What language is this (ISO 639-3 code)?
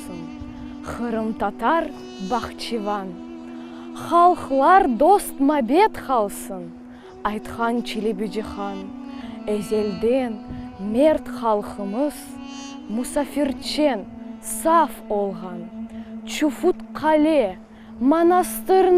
crh